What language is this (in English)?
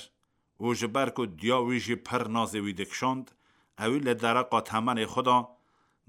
Kurdish